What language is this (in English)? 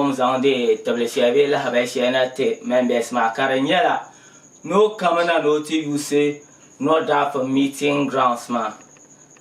Dagbani